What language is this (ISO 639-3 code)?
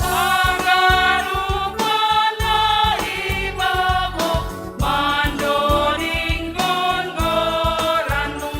bts